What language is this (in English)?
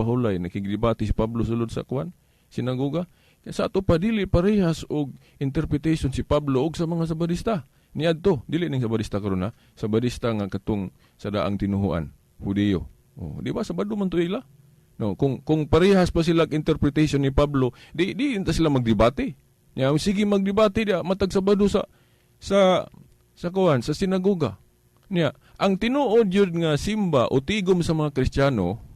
Cebuano